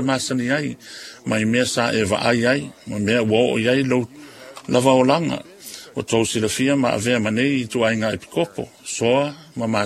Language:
Samoan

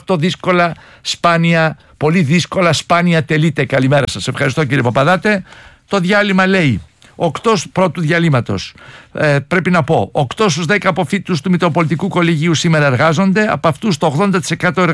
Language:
Greek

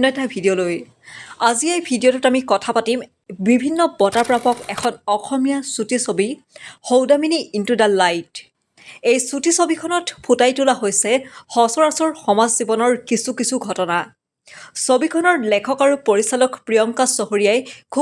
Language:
Assamese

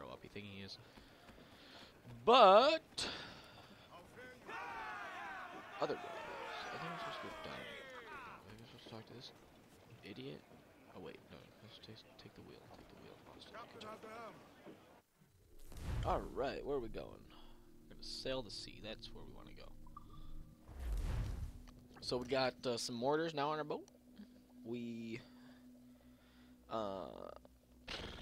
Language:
English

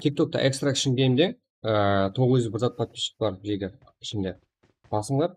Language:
Kara-Kalpak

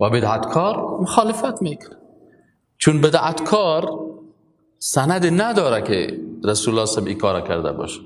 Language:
Persian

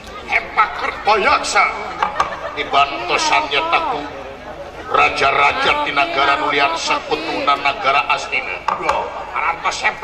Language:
Sundanese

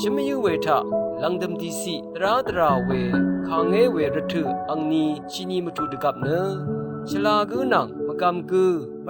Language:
Rawang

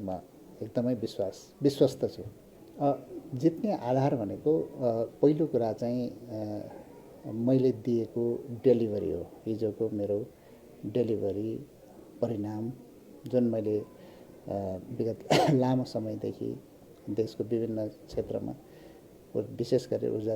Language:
Nepali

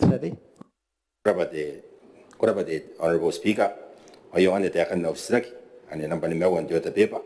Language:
Gilbertese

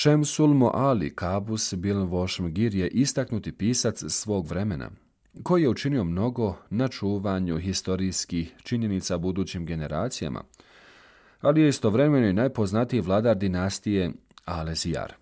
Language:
Bosnian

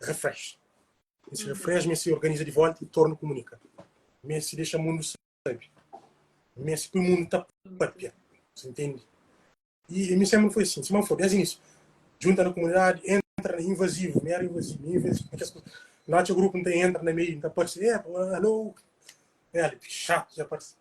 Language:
Kabuverdianu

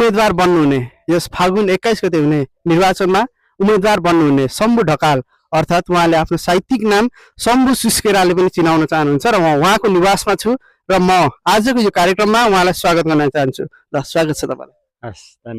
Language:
Nepali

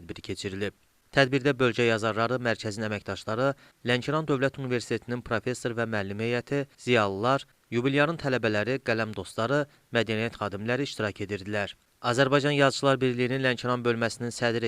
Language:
Azerbaijani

